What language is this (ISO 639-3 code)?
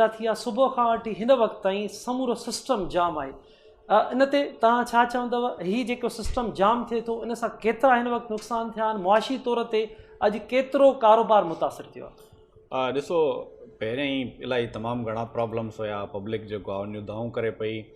snd